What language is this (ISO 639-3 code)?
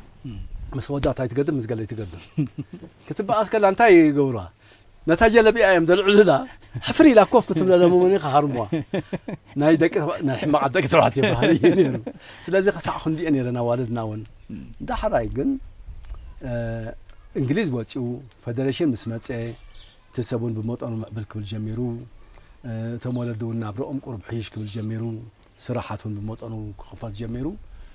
tir